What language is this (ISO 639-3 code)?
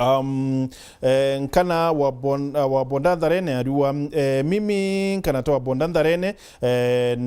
mer